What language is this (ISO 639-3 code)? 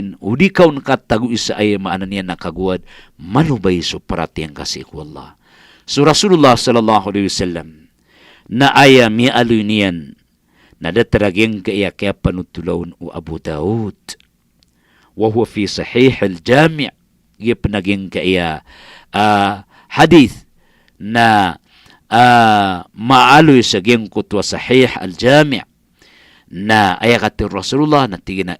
mrw